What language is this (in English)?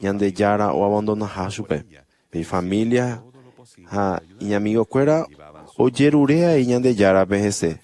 Guarani